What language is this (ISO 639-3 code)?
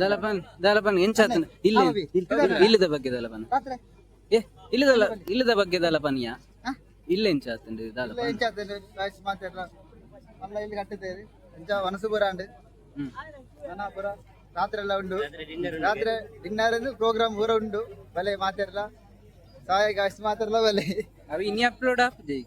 tcy